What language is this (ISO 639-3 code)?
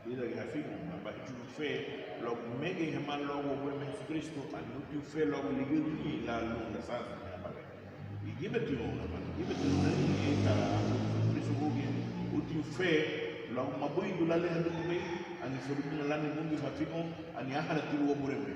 cab